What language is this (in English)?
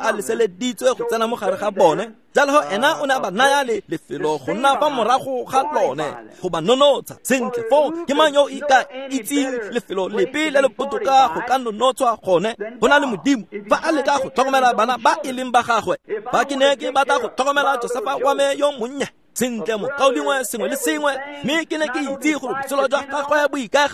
Tswana